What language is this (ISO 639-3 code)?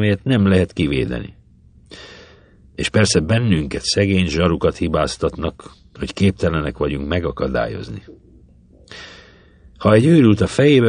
hun